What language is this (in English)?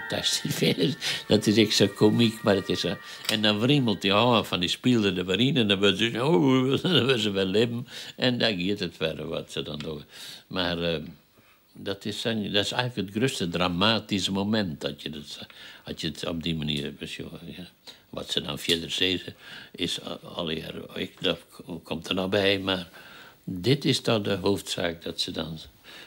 Western Frisian